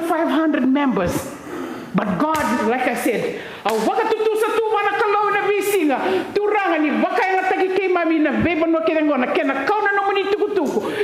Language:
Fijian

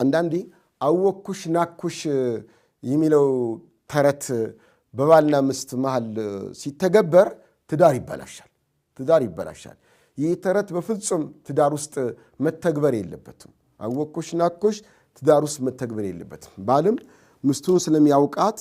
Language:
Amharic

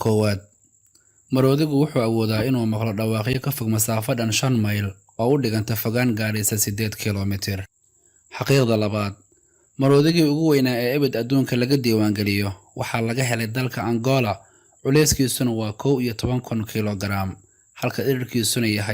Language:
Somali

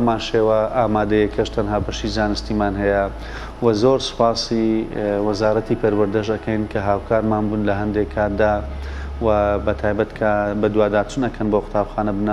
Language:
Central Kurdish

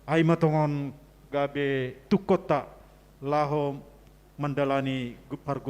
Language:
Batak Simalungun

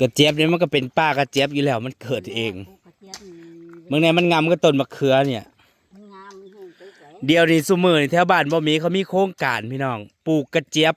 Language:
Northeastern Thai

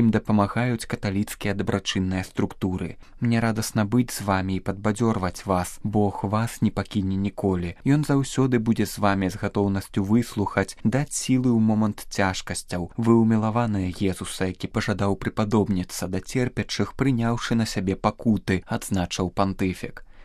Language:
Belarusian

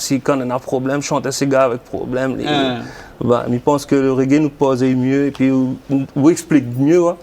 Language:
Réunion Creole French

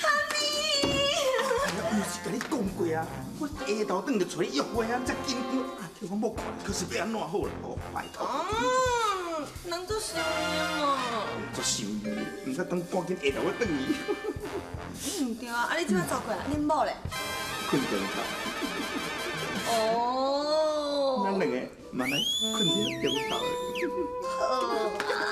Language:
Min Nan Chinese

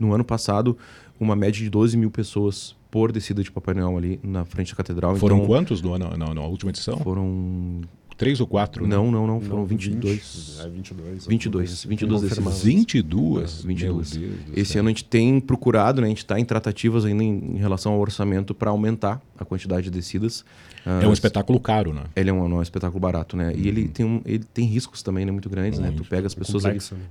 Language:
Portuguese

